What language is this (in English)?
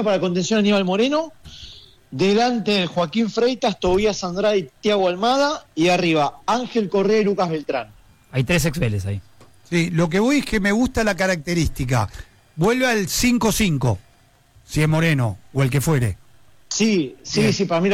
Spanish